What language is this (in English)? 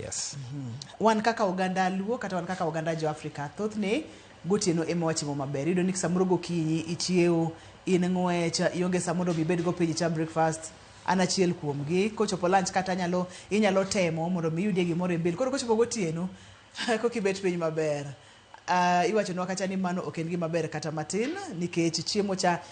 Luo (Kenya and Tanzania)